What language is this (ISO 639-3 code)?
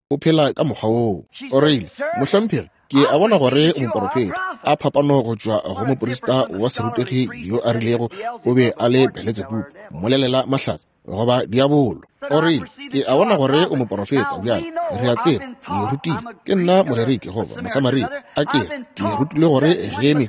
nso